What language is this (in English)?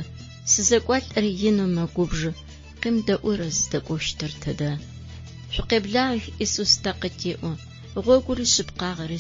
Adyghe